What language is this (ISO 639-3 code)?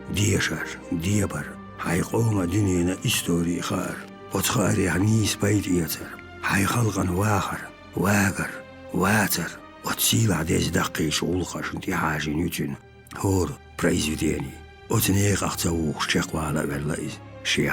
che